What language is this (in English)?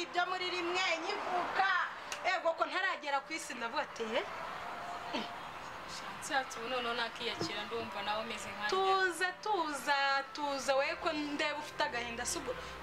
Kinyarwanda